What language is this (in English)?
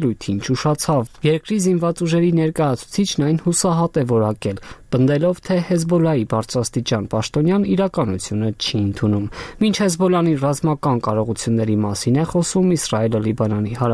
Armenian